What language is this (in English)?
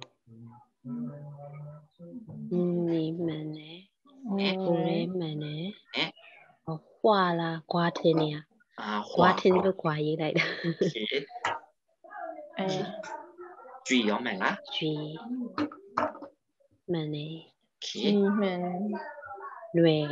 Burmese